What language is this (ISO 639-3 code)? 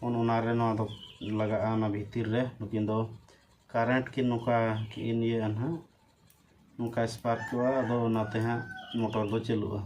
sat